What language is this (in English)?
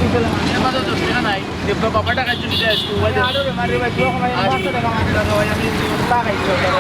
Sylheti